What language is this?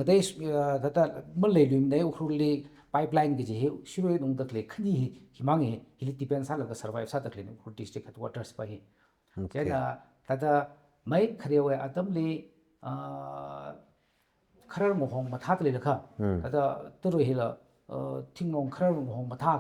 Tangkhul Naga (India)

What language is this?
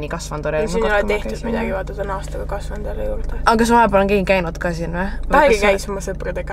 Estonian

